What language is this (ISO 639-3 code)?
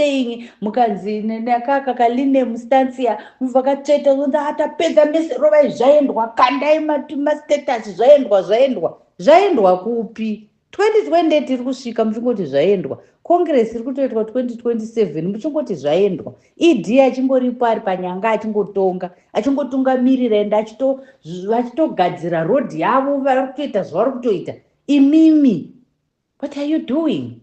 sna